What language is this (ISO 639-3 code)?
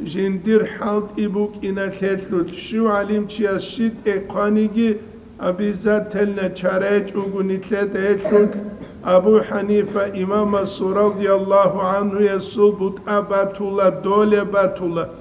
ava